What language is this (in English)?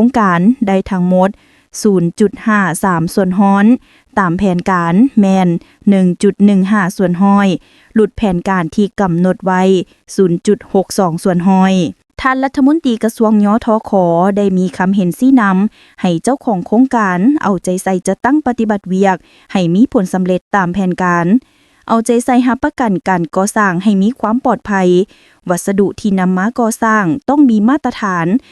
Lao